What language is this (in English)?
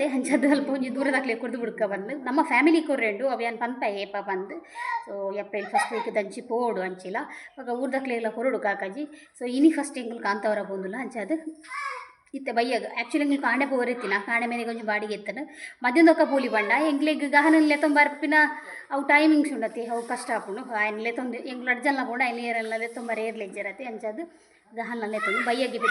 Tulu